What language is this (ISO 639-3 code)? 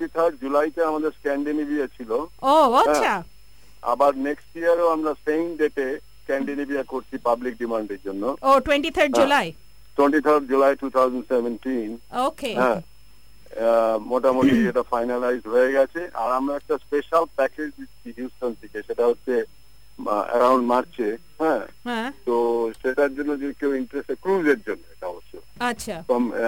ben